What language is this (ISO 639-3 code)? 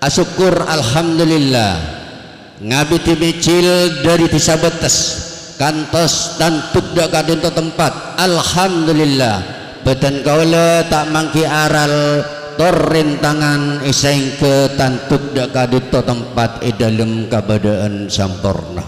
mad